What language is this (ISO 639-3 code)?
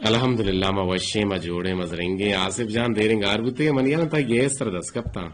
bgp